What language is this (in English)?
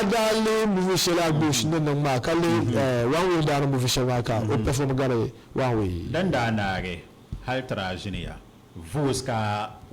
Dagbani